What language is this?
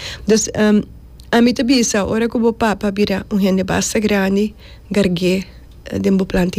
Papiamento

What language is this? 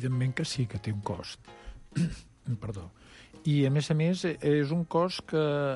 Catalan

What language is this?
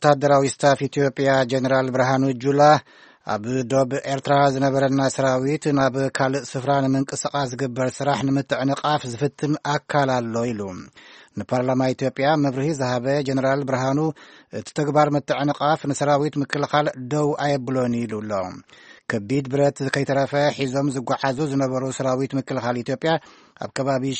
Tigrinya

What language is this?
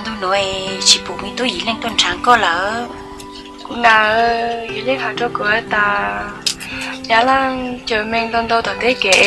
Hmong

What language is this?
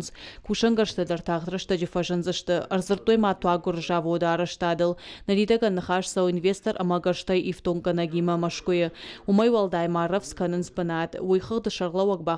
Ossetic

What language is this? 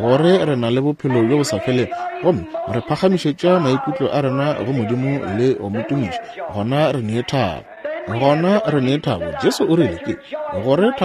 Northern Sotho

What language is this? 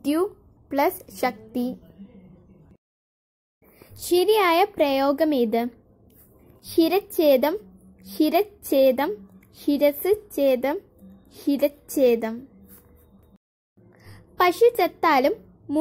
Malayalam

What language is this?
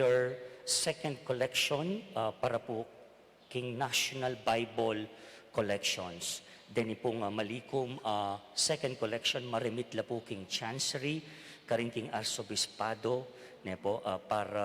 Pampanga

